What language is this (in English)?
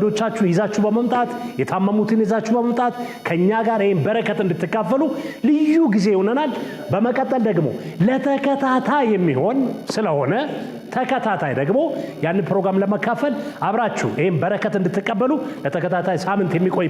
Amharic